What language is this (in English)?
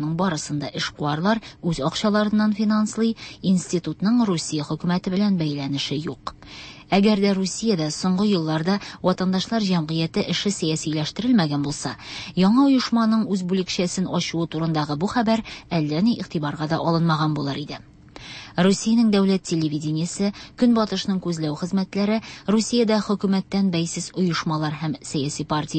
Tatar